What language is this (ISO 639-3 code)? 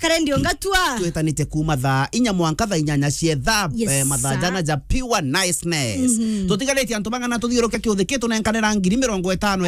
mer